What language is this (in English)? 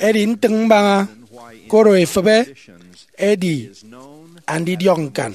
Efik